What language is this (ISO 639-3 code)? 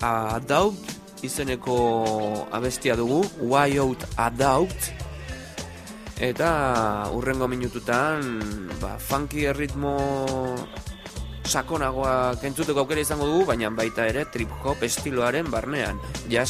eus